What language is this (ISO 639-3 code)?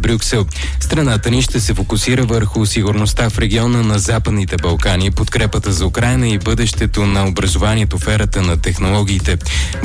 bul